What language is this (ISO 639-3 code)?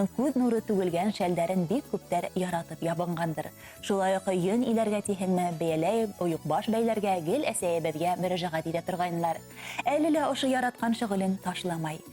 bak